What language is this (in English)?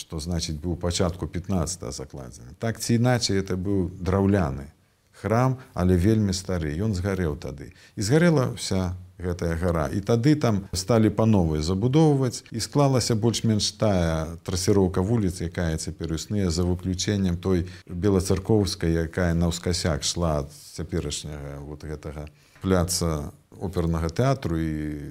Belarusian